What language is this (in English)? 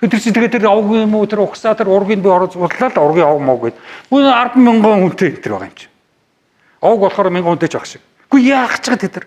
Mongolian